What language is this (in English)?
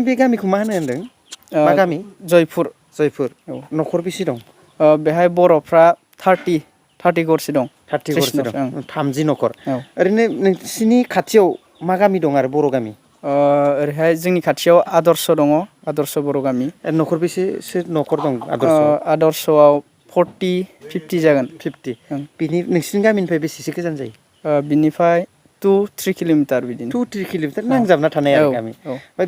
Bodo